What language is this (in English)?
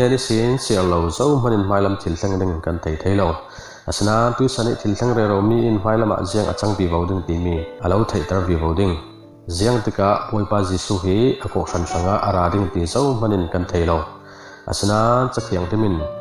Falam Chin